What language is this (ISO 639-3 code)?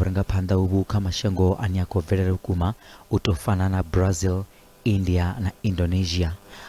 ven